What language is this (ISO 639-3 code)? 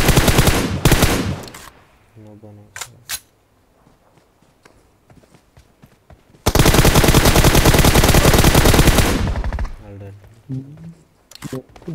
kan